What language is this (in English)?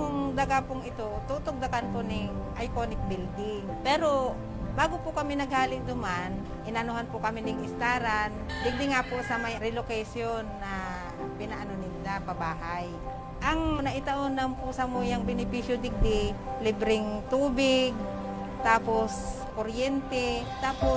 Bikol